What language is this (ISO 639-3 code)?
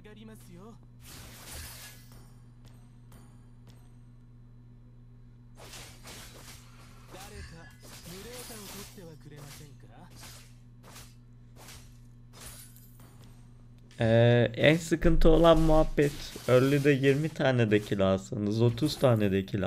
tur